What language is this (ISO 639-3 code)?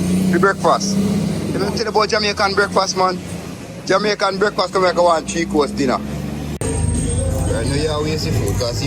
jam